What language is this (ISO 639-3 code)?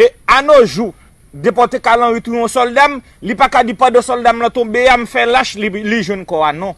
hat